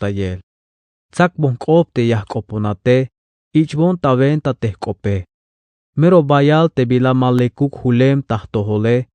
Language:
Tzeltal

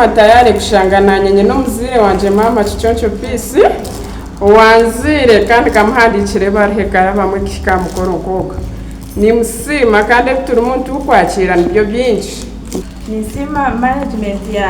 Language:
Nyankole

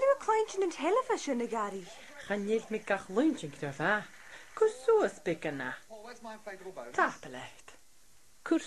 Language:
Scottish Gaelic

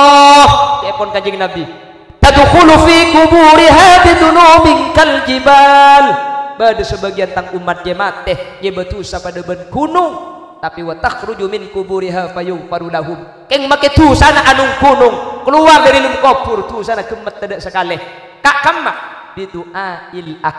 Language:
Madurese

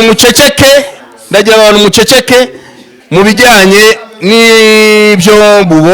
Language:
Kinyarwanda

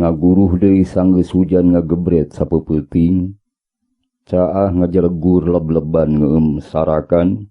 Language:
Sundanese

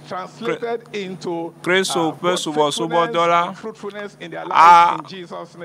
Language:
Ewe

